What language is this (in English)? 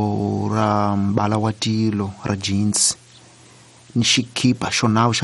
Tsonga